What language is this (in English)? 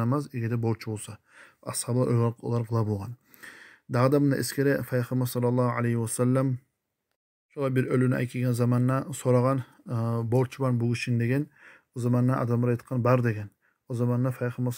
Kumyk